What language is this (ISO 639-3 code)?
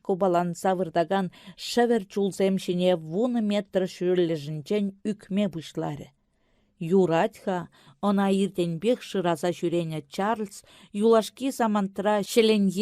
chv